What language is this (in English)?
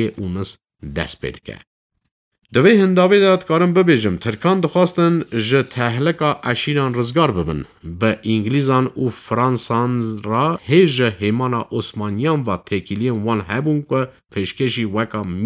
Kurdish